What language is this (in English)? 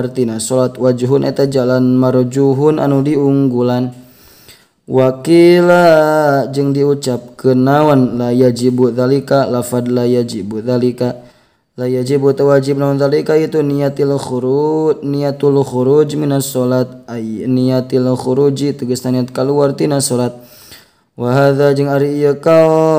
Sundanese